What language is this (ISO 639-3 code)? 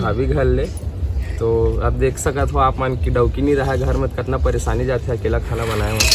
hne